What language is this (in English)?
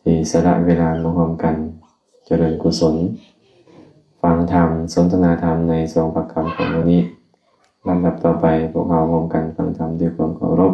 Lao